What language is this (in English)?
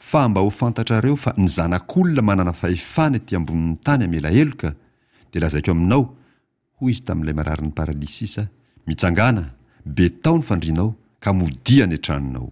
Malagasy